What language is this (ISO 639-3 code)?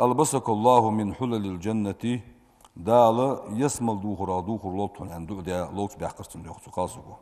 inh